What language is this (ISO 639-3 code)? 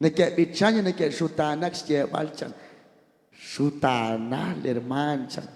kek